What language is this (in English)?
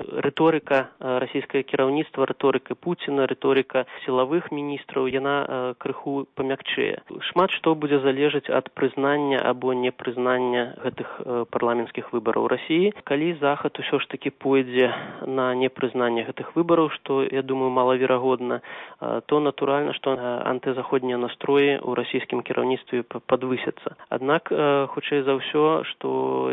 Belarusian